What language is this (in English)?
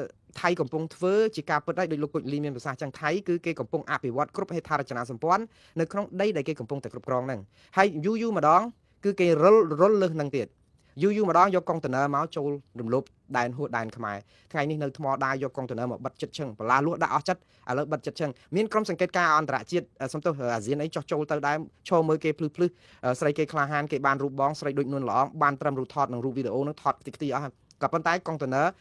Khmer